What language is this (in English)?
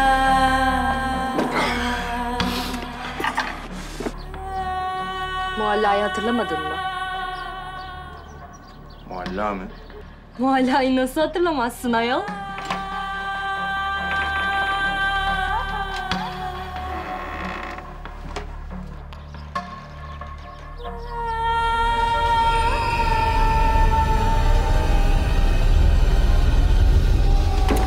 Turkish